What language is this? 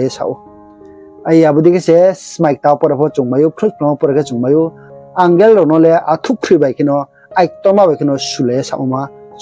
Riang (India)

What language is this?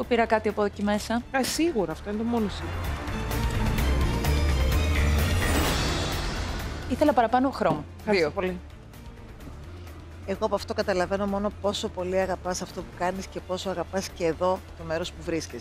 Greek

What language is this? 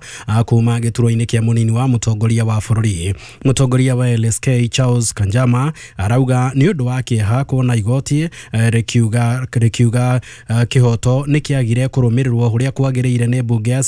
Kikuyu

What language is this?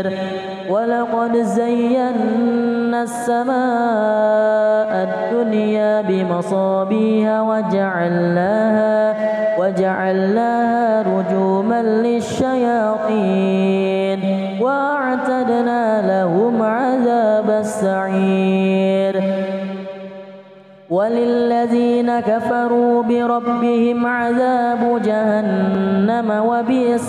Arabic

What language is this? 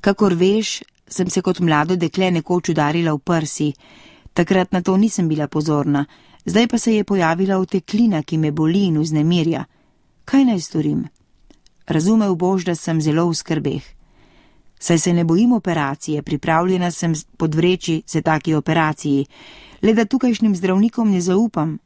Slovenian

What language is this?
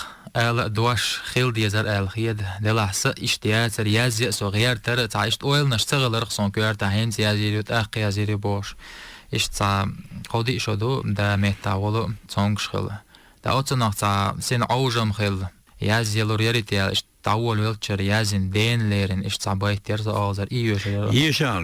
Chechen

